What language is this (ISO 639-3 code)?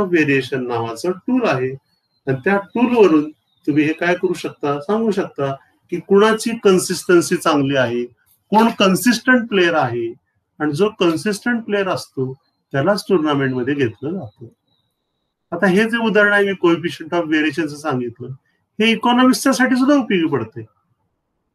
mar